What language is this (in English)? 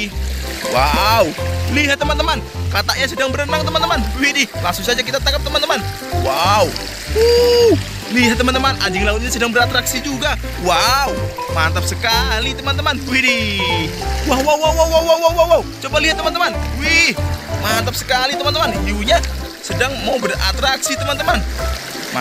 Indonesian